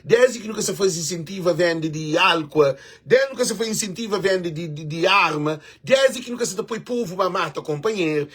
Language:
Kabuverdianu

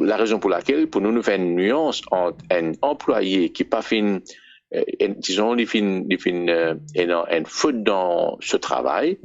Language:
Morisyen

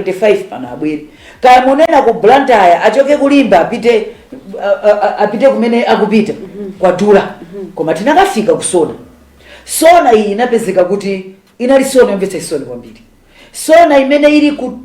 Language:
Nyanja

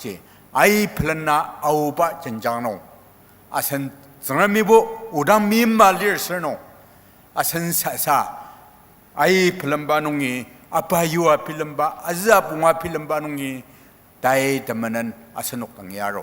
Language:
Ao Naga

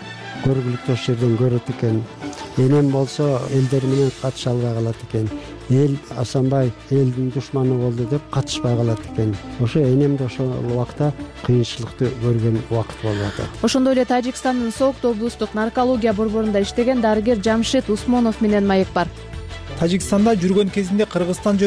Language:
Kyrgyz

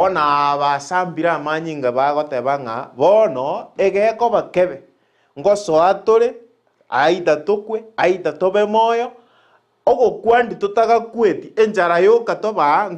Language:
Gusii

